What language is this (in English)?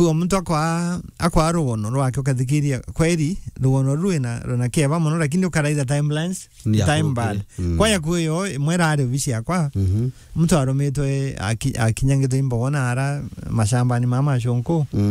Meru